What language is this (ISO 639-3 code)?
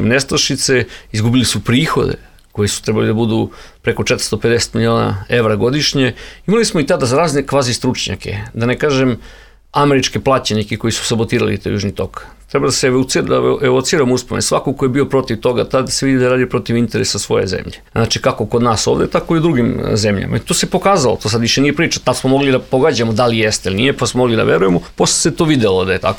srp